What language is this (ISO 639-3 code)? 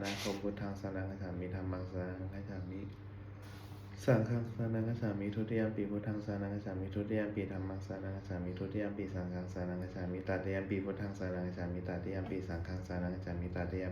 pli